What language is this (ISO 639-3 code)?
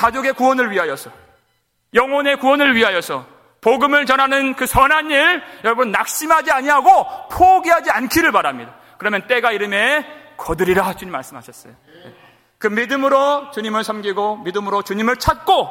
kor